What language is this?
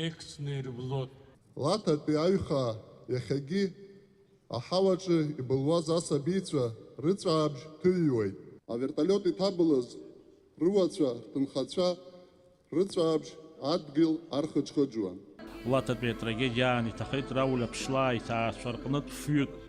Abkhazian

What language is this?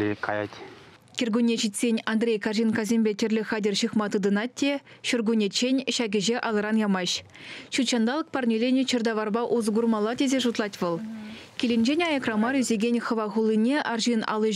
Chuvash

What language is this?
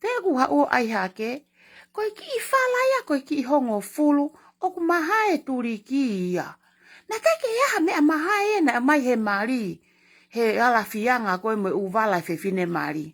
Tongan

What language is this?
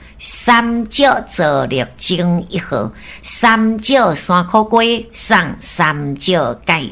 Min Nan Chinese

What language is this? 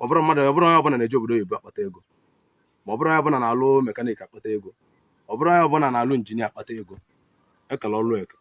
Igbo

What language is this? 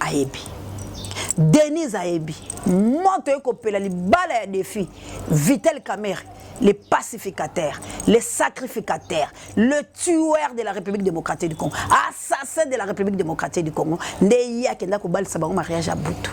Lingala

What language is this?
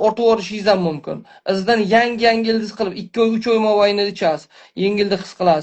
Uzbek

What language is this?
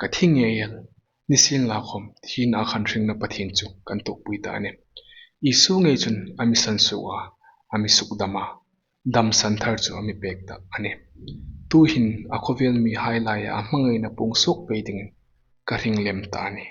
Hmar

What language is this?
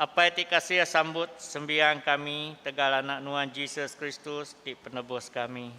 Iban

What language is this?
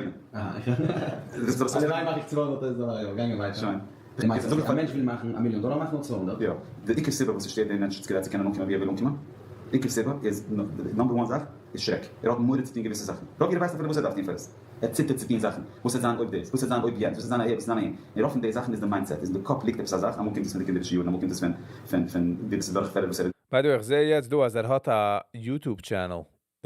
Yiddish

